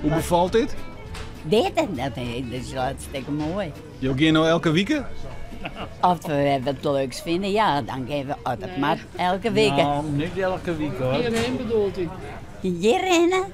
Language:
Western Frisian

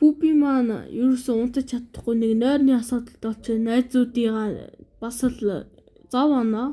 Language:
Mongolian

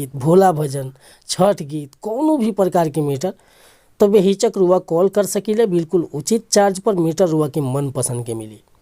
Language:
Bhojpuri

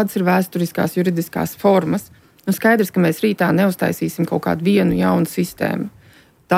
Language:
Latvian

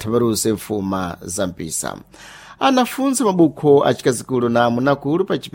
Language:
Sena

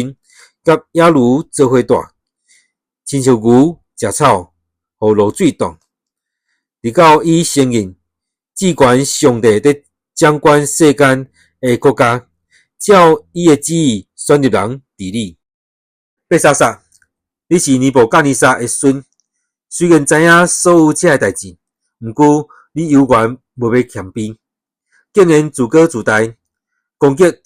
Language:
Min Nan Chinese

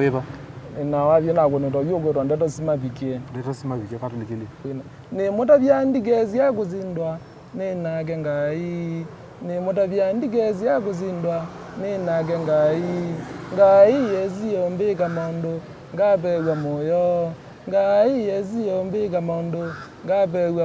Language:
Kamba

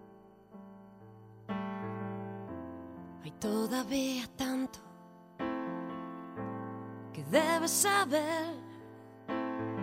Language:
Spanish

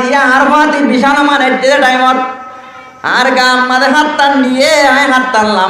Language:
Rohingya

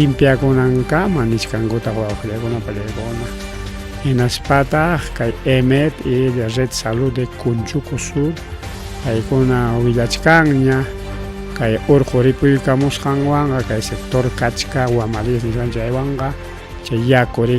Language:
Ayacucho Quechua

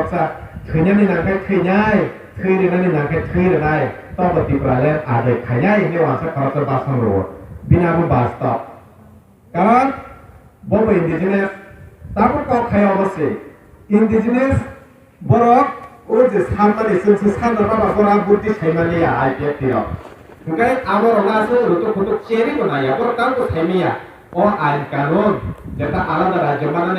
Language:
Kok Borok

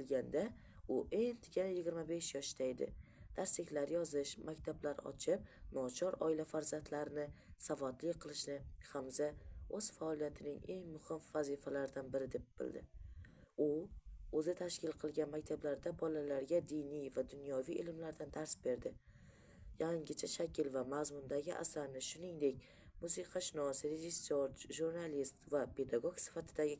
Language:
Uzbek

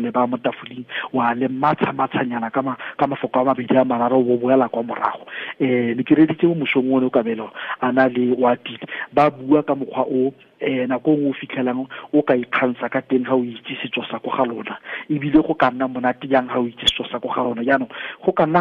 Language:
Tswana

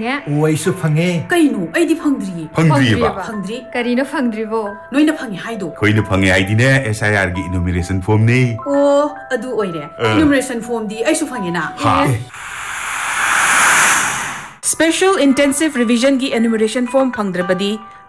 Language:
Manipuri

